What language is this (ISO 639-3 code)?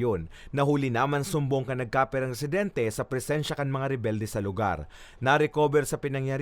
bik